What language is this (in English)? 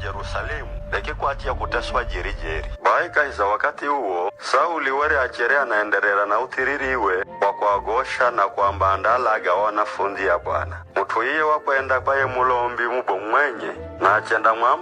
Giryama